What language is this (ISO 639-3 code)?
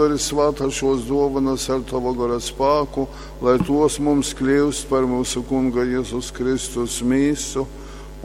ltg